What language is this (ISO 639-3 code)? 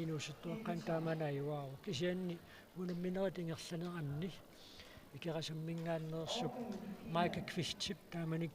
kal